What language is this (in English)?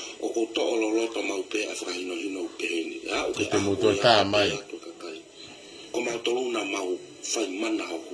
Tongan